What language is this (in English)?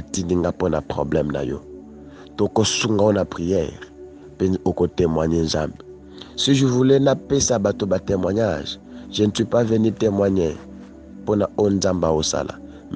Lingala